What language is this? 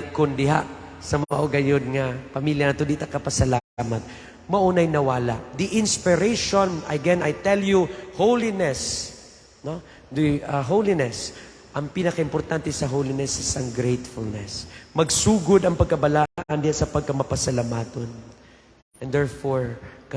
Cebuano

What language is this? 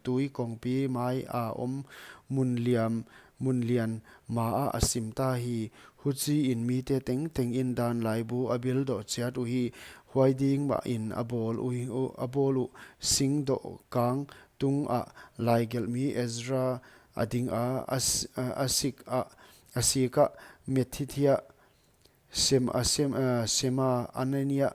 Paite Chin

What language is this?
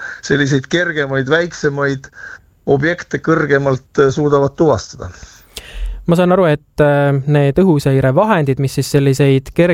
Estonian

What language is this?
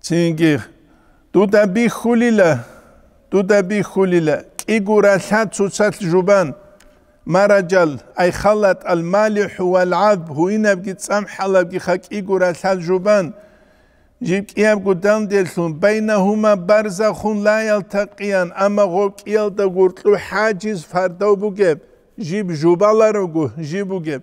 Avaric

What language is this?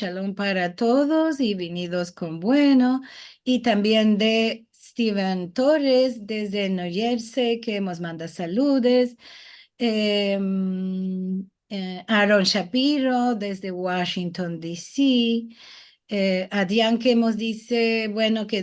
Ladino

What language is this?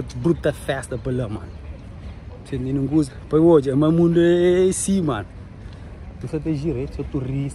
Kabuverdianu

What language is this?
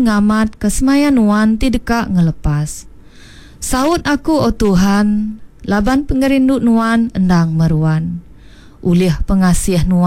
Iban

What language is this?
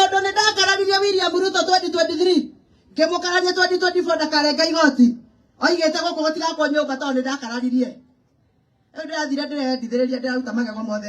Kikuyu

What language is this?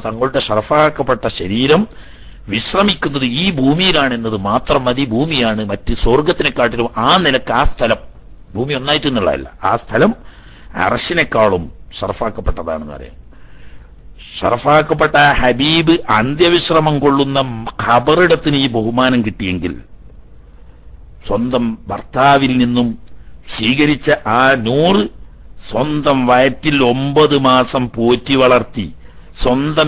Malayalam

